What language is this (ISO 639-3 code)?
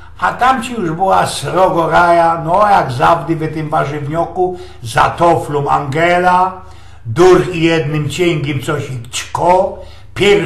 szl